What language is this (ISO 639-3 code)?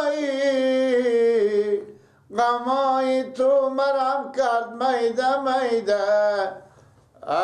fas